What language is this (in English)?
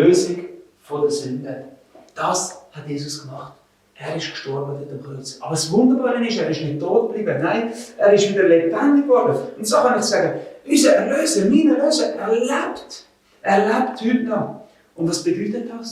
Swiss German